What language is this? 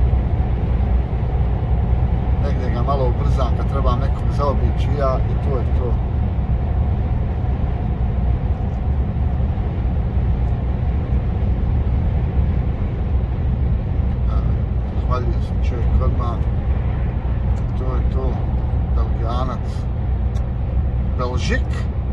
Croatian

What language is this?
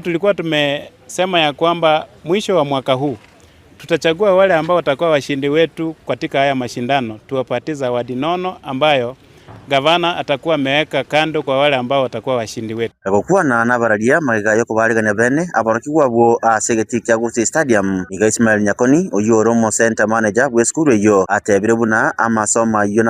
Gusii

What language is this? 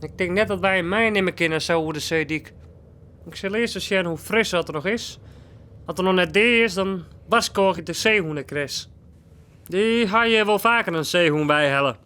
Western Frisian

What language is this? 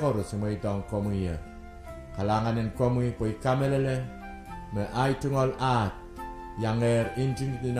Pohnpeian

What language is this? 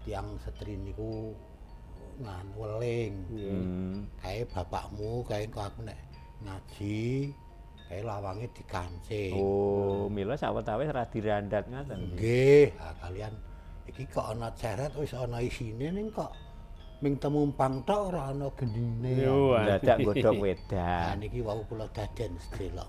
Javanese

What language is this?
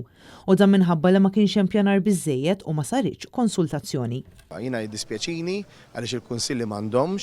Maltese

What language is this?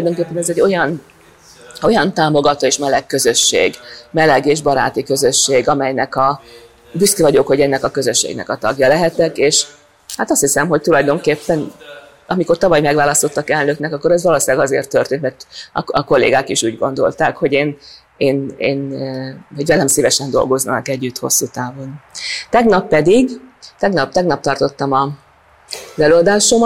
Hungarian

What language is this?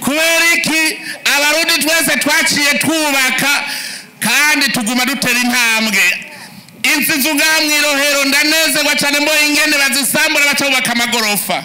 Rundi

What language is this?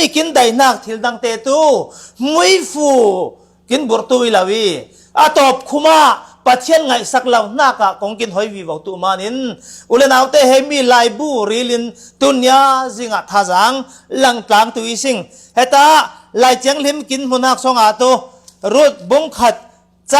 Falam Chin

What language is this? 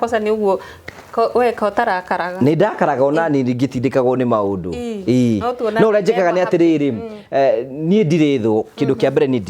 Kikuyu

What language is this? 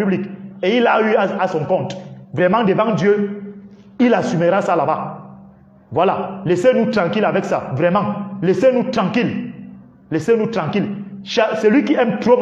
French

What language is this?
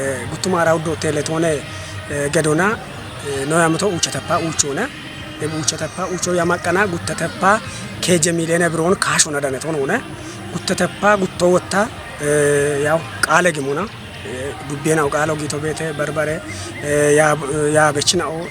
Kafa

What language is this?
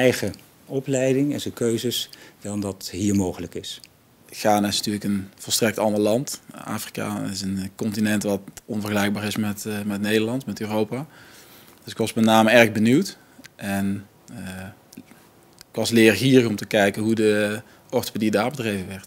Dutch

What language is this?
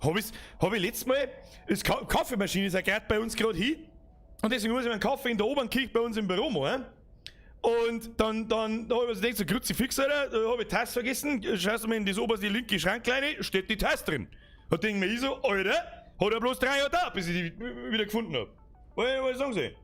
Bavarian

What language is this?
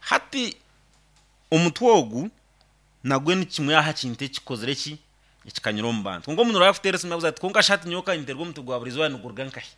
Nyankole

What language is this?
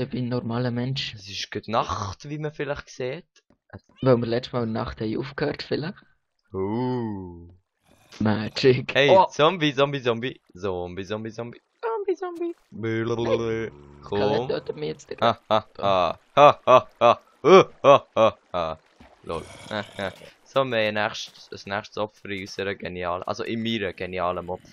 Swiss German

